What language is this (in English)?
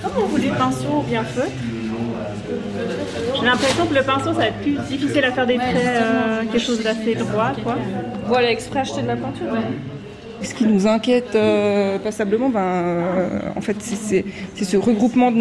French